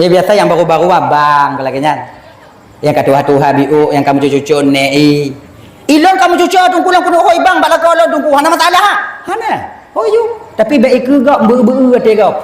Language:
Achinese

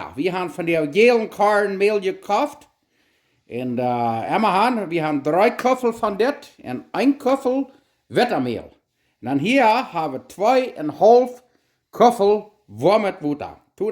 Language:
Plautdietsch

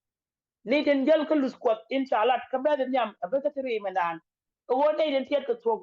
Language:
Nuer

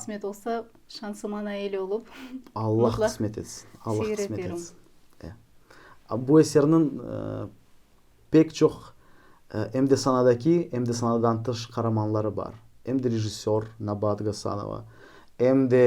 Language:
Crimean Tatar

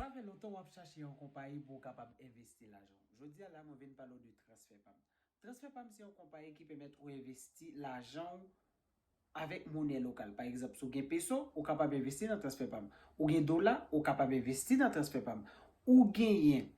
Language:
Haitian Creole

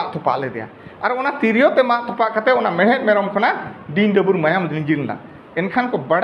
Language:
Santali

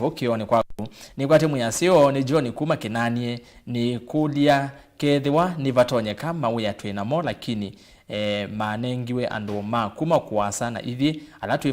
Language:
Kamba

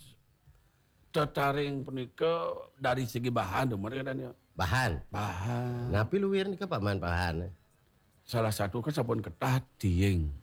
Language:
Balinese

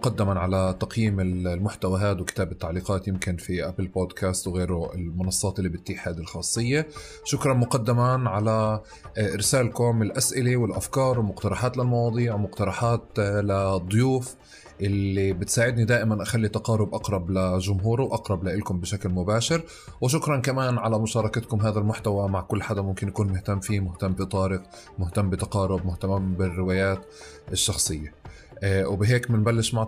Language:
North Levantine Arabic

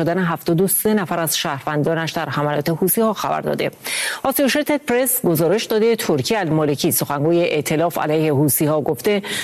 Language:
Persian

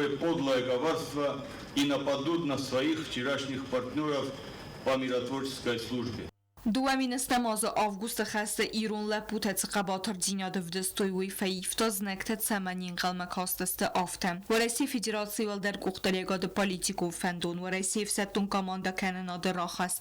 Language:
Ossetic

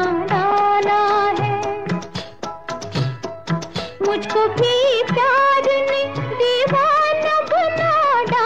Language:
Hindi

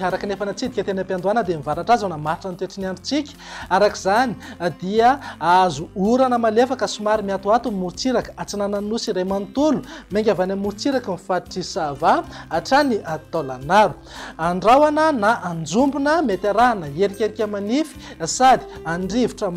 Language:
Malagasy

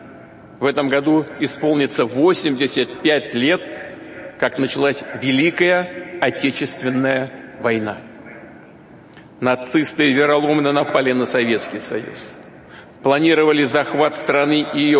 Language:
Russian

